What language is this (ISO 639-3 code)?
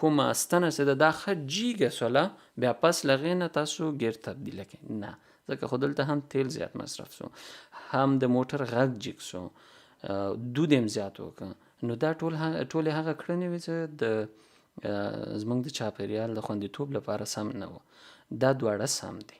pus